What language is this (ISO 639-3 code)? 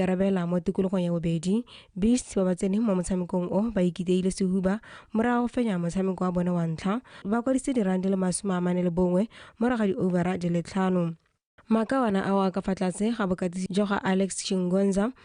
tsn